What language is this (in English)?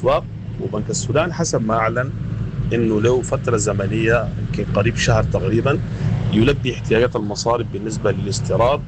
Sudanese Arabic